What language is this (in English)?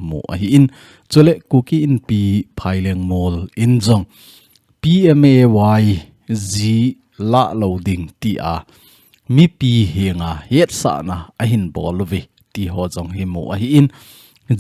Thado Chin